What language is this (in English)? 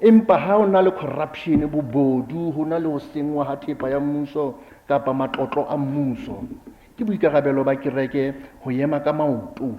Southern Sotho